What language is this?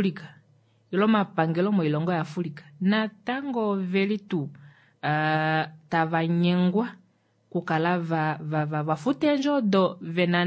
Kuanyama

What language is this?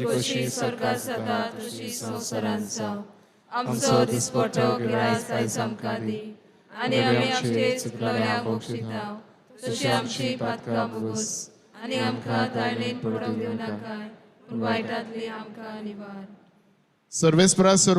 Konkani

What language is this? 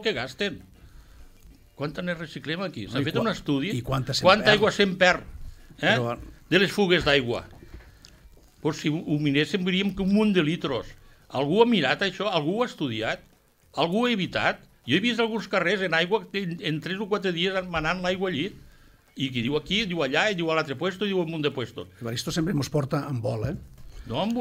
Catalan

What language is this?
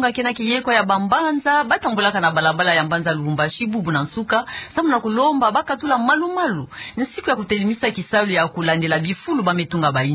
Kituba (Democratic Republic of Congo)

